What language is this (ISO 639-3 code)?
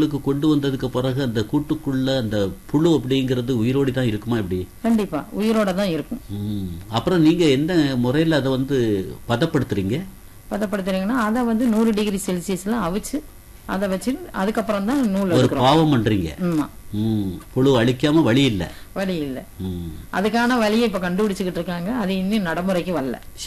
tam